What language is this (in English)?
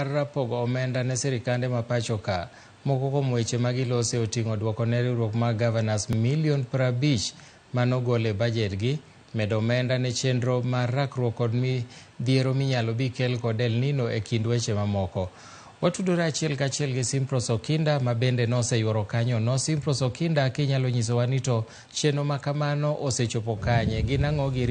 Luo (Kenya and Tanzania)